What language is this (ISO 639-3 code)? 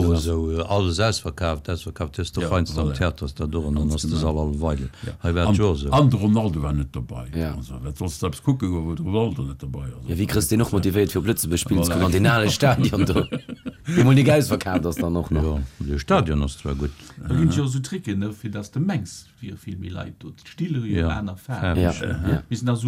ltz